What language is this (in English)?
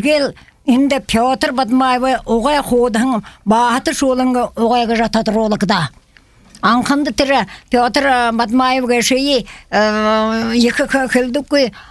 Buriat